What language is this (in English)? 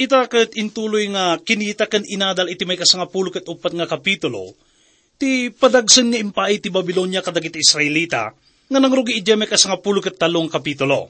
Iloko